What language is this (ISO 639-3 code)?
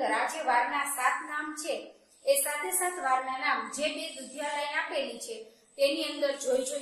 guj